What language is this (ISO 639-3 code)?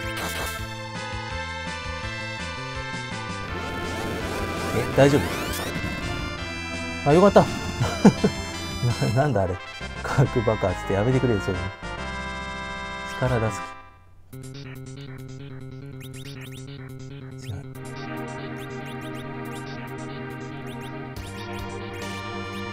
jpn